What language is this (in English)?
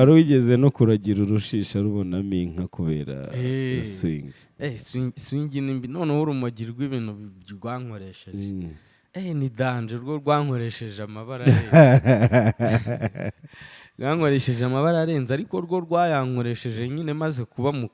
Kinyarwanda